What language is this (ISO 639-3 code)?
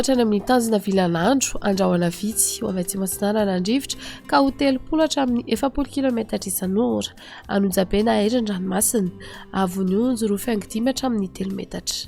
mlg